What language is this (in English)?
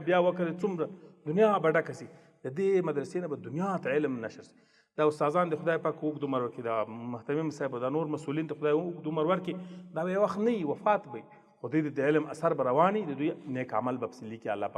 Pashto